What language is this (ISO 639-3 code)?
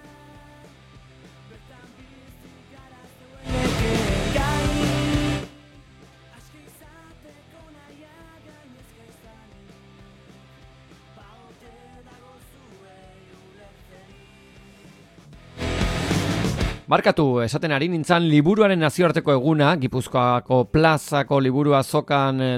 eus